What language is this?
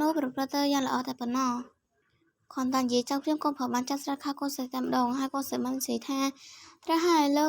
Khmer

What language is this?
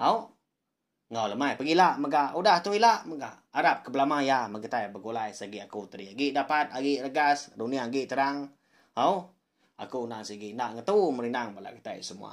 Iban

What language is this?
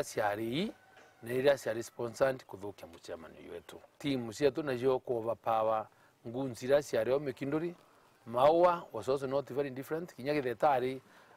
Meru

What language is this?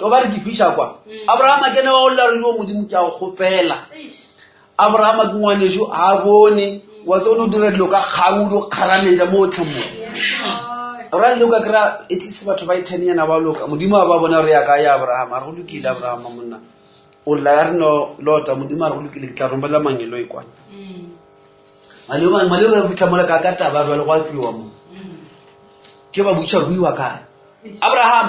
Northern Sotho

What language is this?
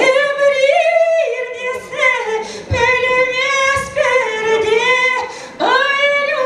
Chuvash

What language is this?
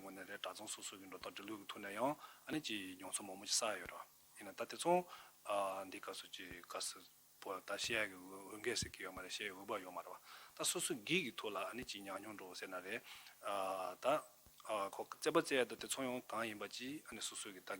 Tibetan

